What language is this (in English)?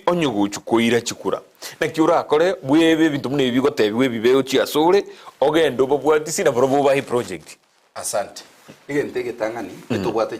Gusii